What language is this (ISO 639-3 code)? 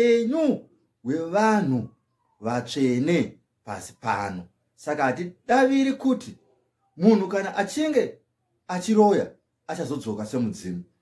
sna